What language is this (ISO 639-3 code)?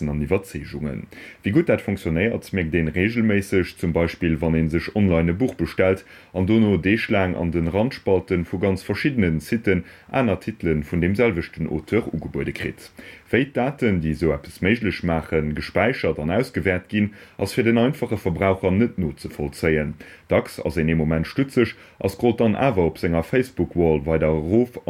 ltz